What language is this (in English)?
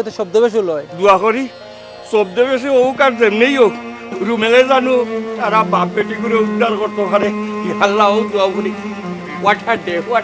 Sylheti